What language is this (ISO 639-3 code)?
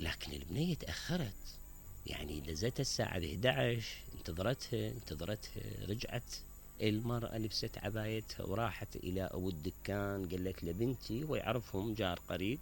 acm